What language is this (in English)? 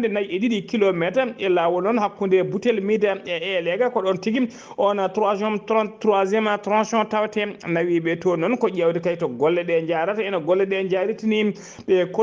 Fula